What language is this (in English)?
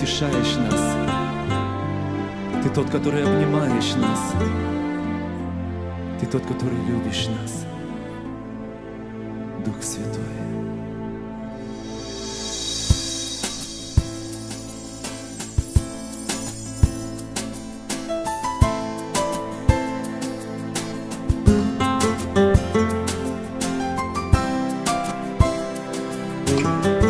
Russian